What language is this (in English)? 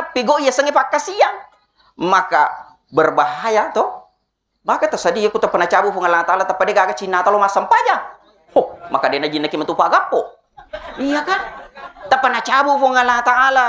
Buginese